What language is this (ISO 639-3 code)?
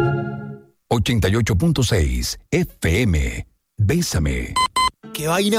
spa